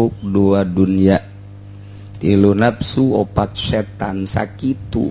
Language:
Sundanese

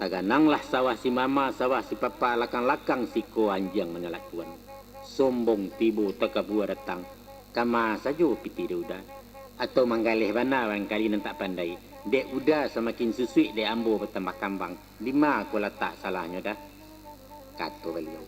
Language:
Minangkabau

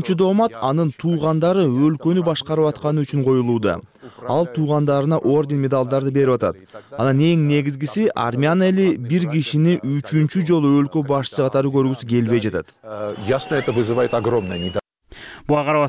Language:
Kyrgyz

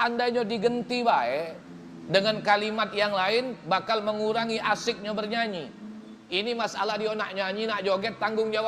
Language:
Musi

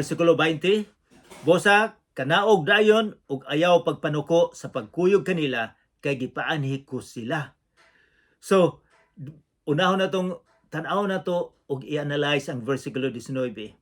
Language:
Cebuano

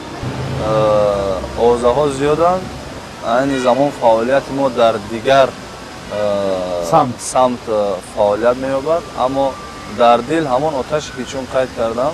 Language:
Tajik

